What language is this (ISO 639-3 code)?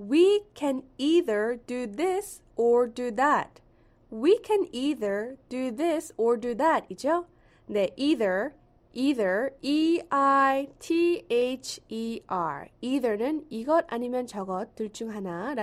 kor